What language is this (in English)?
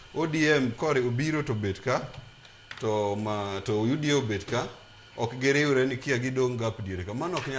Luo (Kenya and Tanzania)